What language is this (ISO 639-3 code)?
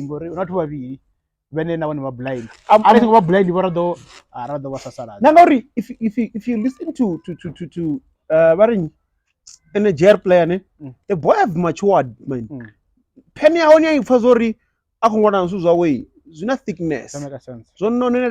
ven